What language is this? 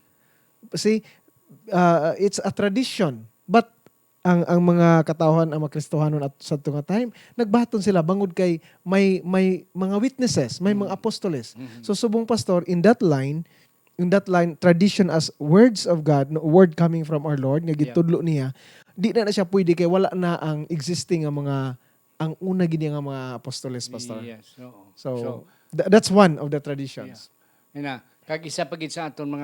Hiligaynon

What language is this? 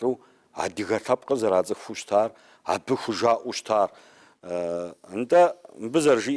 Kabardian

